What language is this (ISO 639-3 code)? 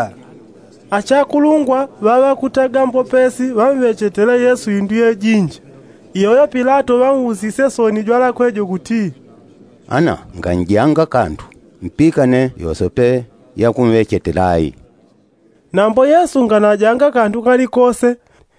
yao